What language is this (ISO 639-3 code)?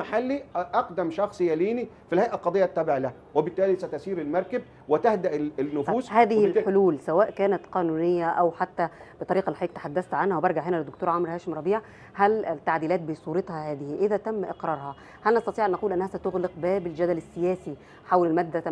arz